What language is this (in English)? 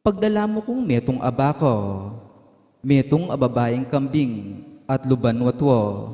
Pampanga